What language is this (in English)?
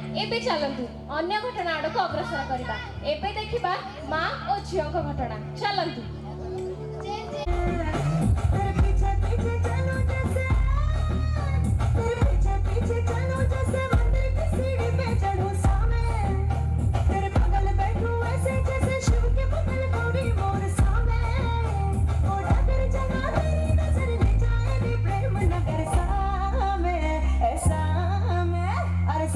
Odia